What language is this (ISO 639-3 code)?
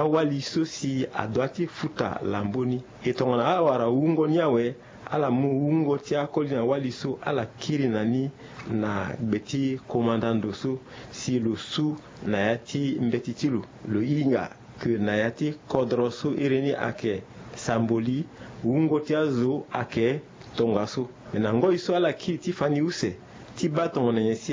sag